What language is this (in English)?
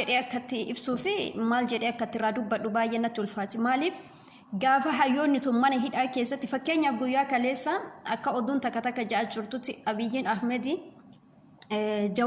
Oromo